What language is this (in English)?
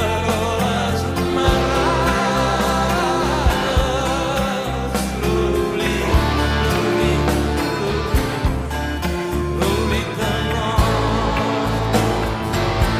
Catalan